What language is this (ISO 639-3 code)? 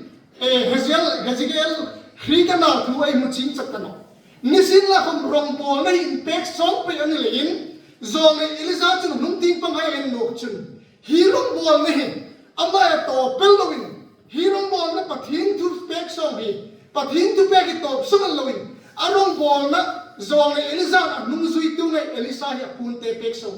hmr